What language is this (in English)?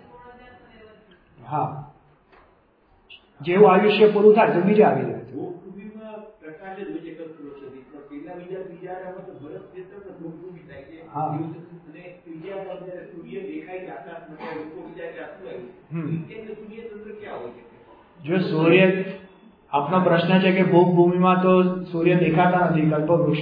Gujarati